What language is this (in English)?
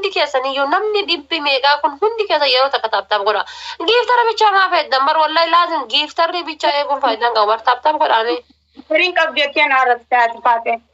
Oromo